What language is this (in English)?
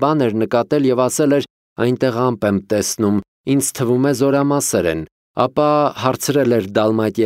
Armenian